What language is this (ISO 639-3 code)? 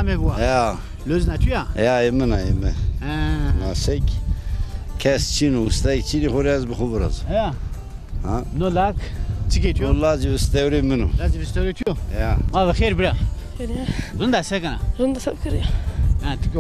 zza